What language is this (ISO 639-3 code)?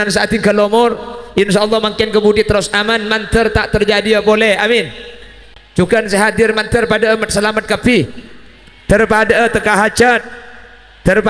mad